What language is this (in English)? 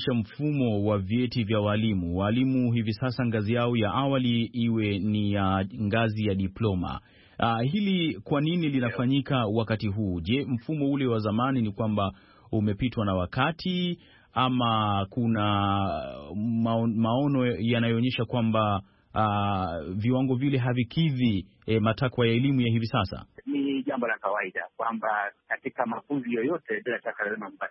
Swahili